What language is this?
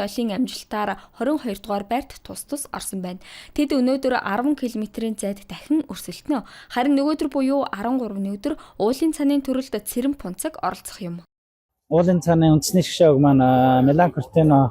Mongolian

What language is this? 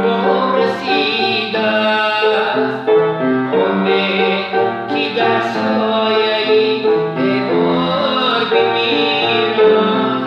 Tajik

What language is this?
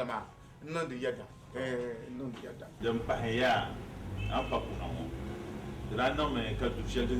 Dagbani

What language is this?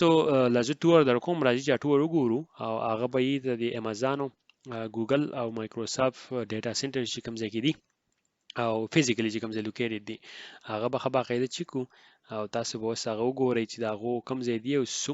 Pashto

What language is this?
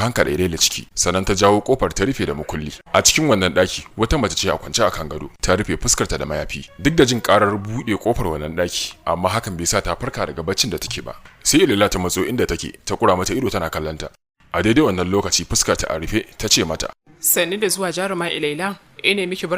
Hausa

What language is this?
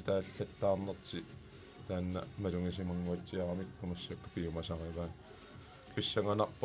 Kalaallisut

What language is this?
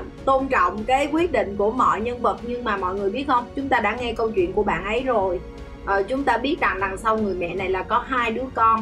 Vietnamese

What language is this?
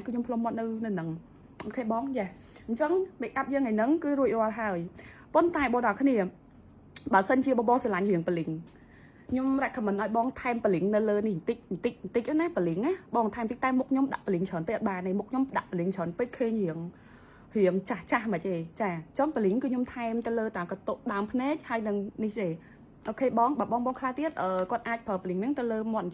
Khmer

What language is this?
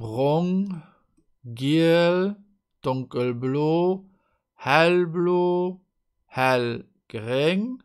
Luxembourgish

